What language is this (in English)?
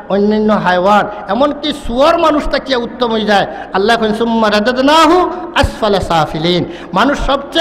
Sylheti